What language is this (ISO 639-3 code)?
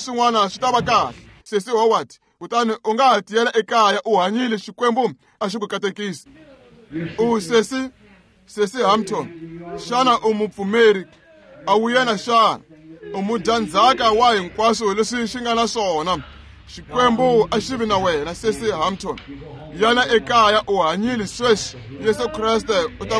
tso